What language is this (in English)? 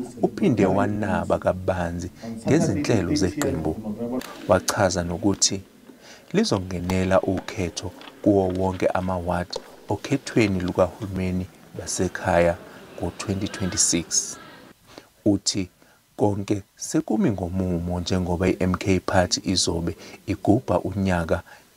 Zulu